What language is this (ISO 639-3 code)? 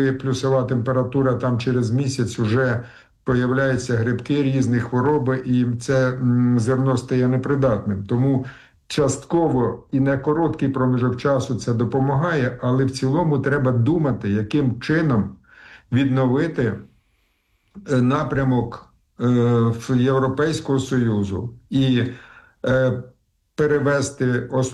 ukr